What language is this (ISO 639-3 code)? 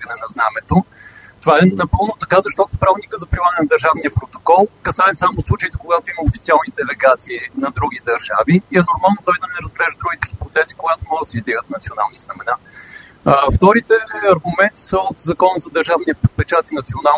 bul